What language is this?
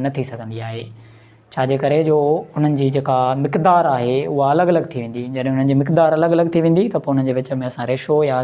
Sindhi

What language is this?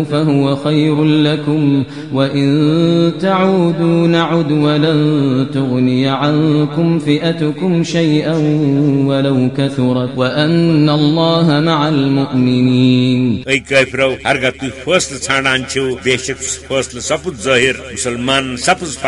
Kashmiri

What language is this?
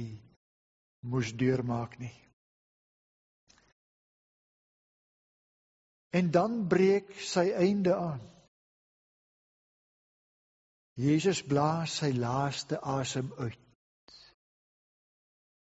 Afrikaans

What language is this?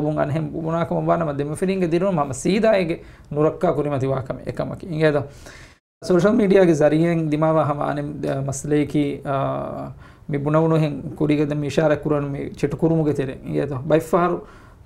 Divehi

